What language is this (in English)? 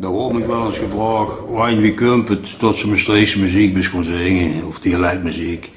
Limburgish